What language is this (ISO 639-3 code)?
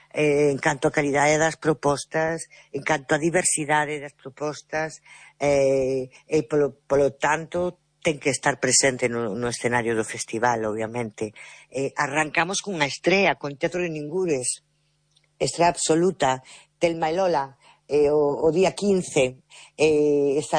glg